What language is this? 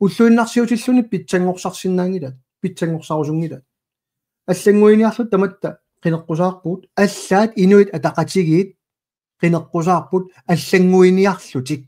Kalaallisut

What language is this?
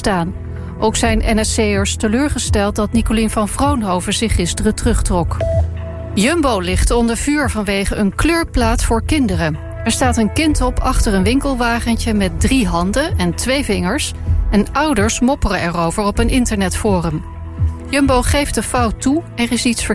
Dutch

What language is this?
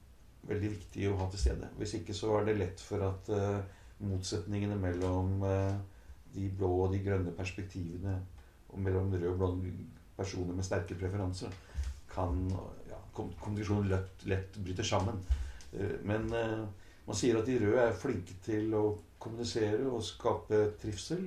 Norwegian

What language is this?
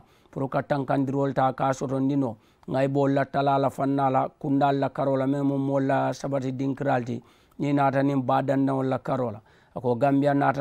Mandingo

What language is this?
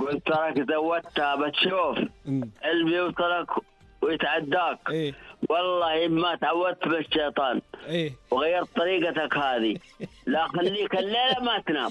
Najdi Arabic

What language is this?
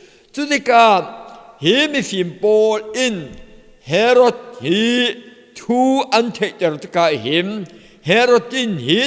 Falam Chin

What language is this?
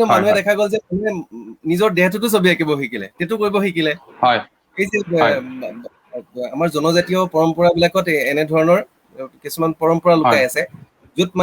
Assamese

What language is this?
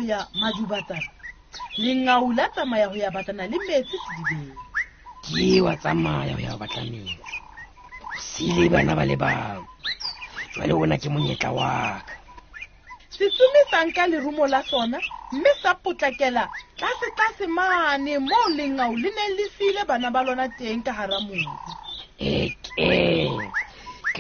Southern Sotho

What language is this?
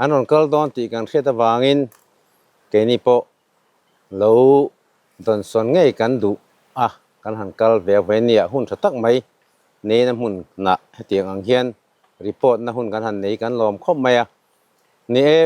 Mizo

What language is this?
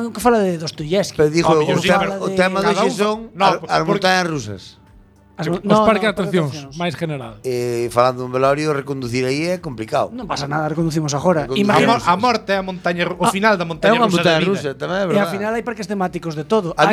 Galician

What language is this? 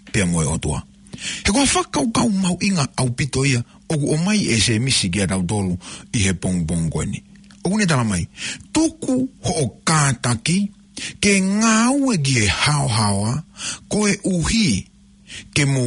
Tongan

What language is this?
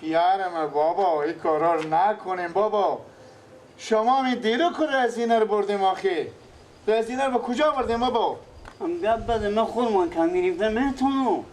Persian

